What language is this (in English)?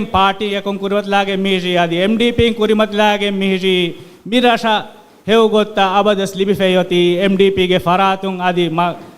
Divehi